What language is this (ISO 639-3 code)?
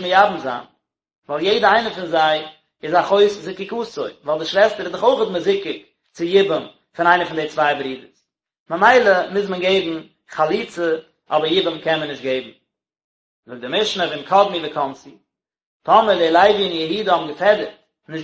yid